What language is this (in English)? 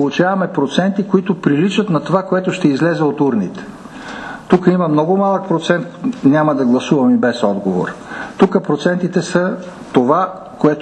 Bulgarian